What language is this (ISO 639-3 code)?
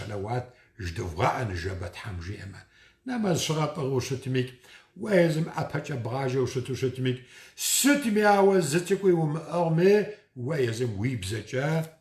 kbd